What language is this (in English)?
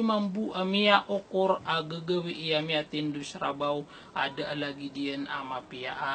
Maranao